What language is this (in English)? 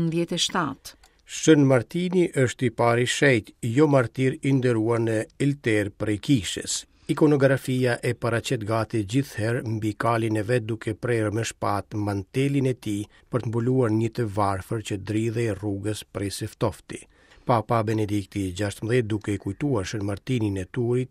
Albanian